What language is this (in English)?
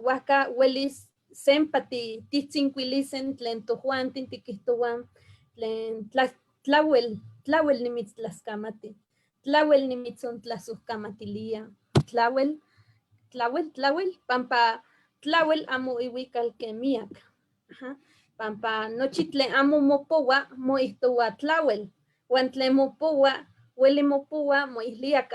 Eastern Huasteca Nahuatl